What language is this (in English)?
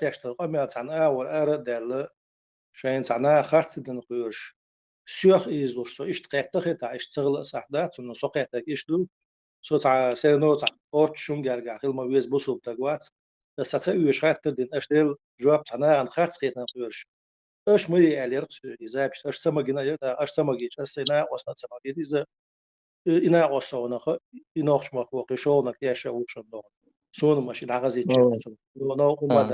Chechen